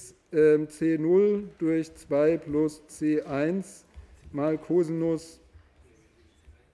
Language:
German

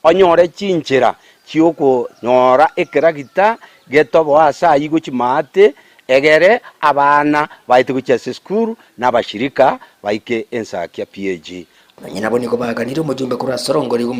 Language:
Gusii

